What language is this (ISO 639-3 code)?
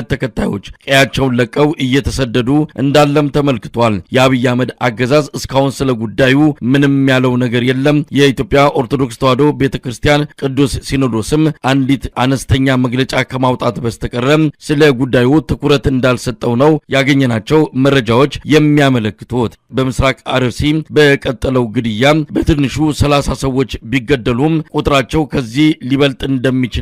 amh